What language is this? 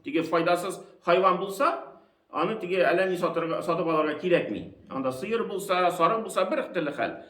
Tatar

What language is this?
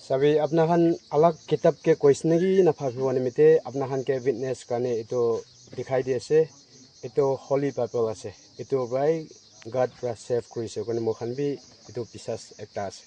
Naga Pidgin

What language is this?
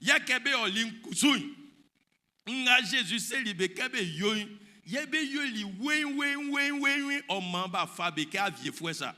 Baoulé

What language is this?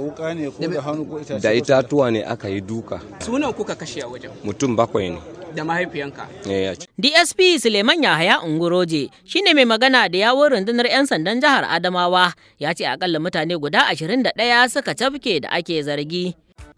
Hausa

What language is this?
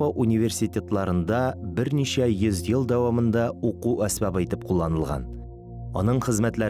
Tatar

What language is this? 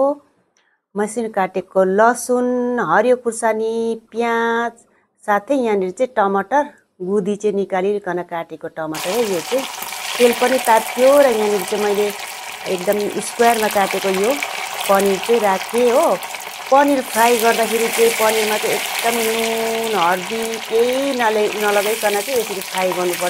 Nepali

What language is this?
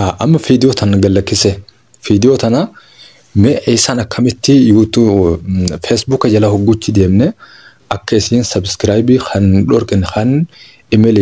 Oromo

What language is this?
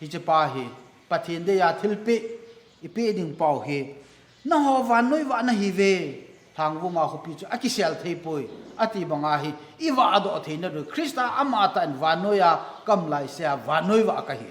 Thado Chin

